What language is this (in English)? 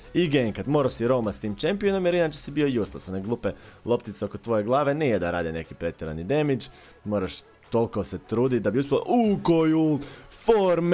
Croatian